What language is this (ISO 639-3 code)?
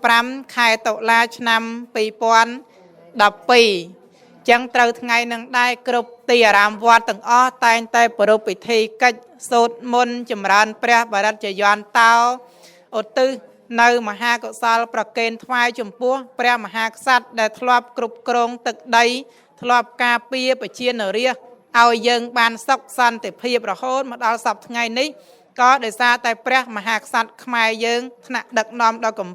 khm